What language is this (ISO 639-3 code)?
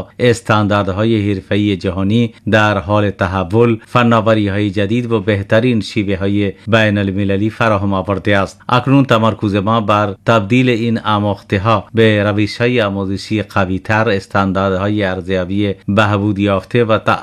fas